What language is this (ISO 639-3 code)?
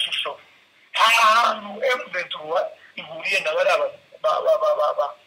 kin